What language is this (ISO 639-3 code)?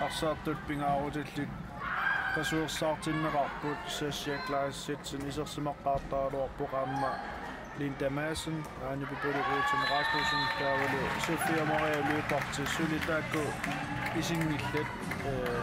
kal